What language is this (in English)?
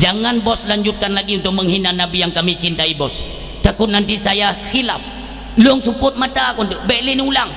Achinese